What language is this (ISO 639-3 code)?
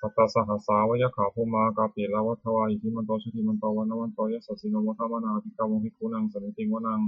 pli